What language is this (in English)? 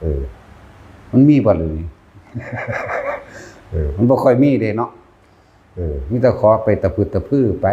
Northeastern Thai